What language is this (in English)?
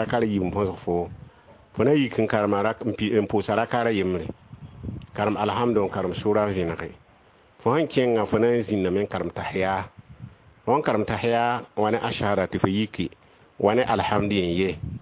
Mossi